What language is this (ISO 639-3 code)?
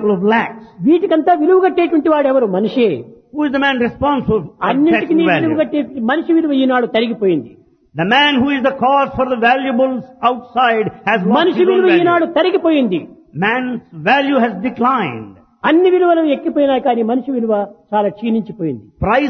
tel